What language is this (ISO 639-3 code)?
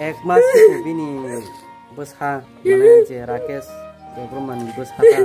trp